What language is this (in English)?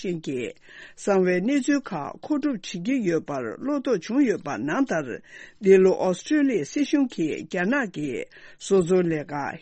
Tibetan